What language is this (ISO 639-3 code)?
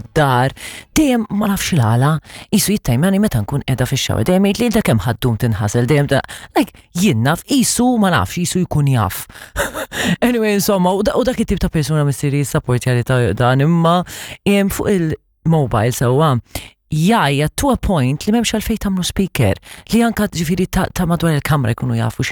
mlt